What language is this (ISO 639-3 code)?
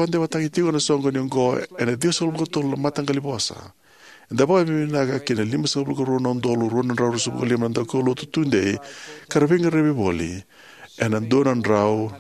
fij